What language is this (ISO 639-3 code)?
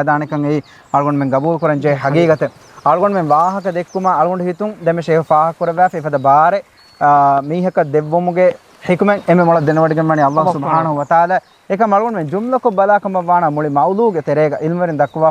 div